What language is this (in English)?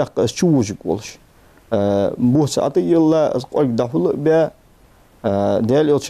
Ingush